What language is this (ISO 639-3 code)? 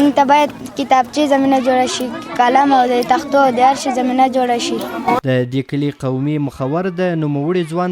pus